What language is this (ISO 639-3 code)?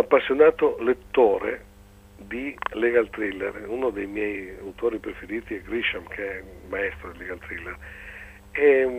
ita